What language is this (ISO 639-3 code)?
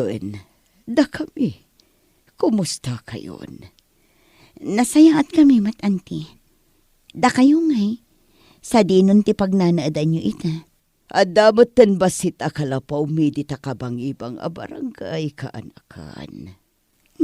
ilo